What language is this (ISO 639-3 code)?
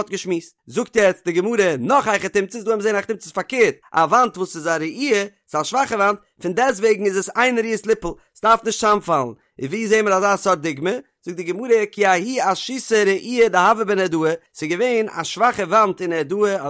yid